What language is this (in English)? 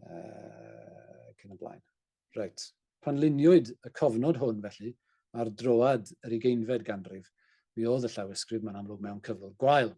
Welsh